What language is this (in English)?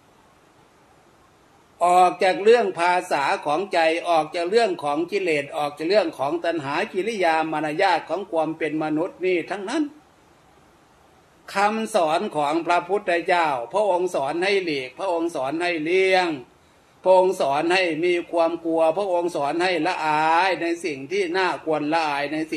Thai